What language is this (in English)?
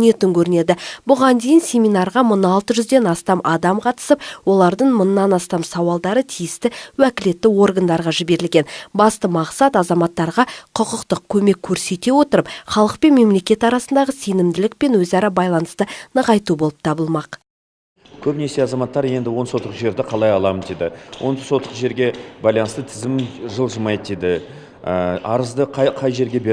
Kazakh